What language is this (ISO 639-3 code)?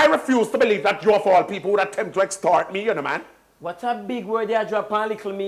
jam